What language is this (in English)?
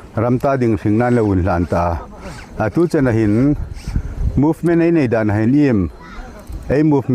Hmar